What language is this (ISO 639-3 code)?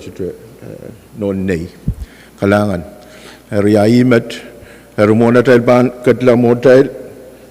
pon